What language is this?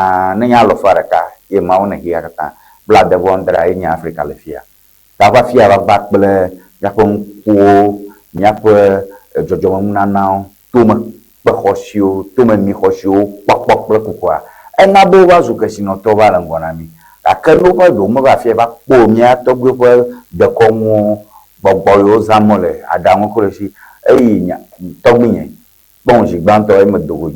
Ewe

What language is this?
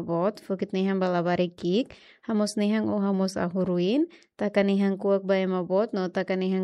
Tetum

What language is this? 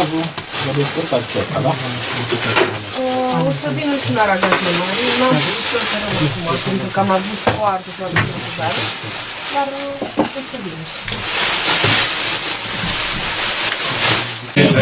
Romanian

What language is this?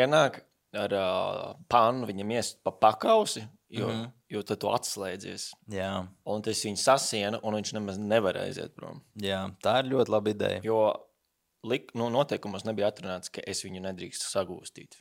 Latvian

